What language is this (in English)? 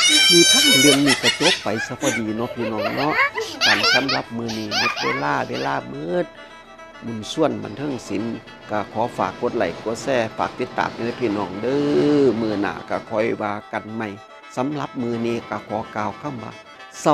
Northeastern Thai